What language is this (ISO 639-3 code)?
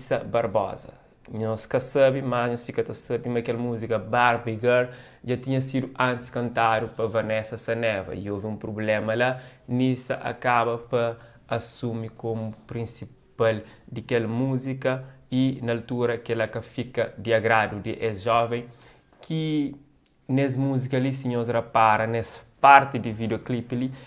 kea